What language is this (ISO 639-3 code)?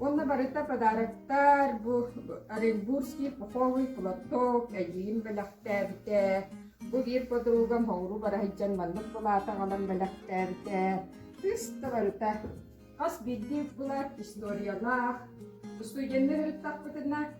sah